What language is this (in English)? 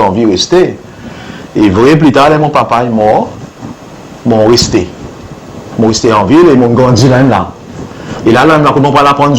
Seselwa Creole French